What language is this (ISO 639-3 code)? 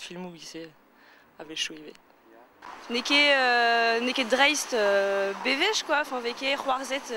bre